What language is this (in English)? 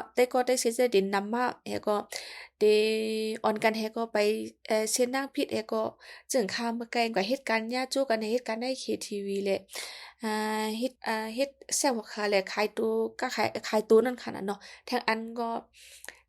Shan